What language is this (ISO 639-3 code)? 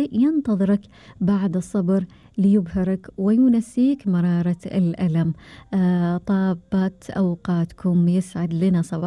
afb